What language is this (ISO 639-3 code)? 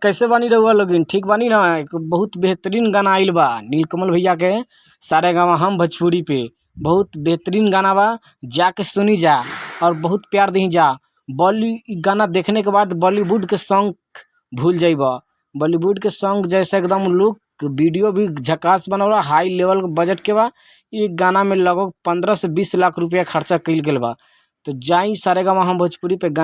bho